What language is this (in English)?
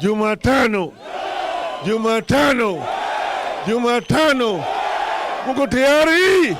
Meru